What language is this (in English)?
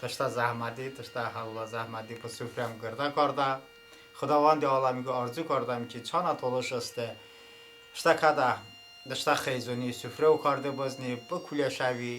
Talysh